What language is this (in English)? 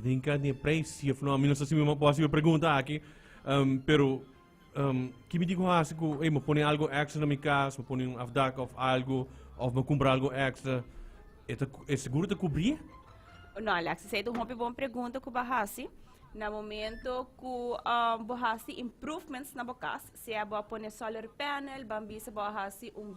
Papiamento